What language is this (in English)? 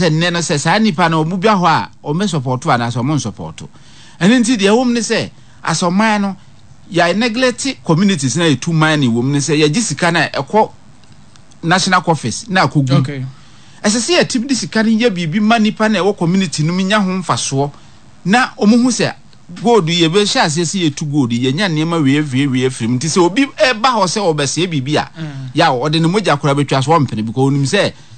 Akan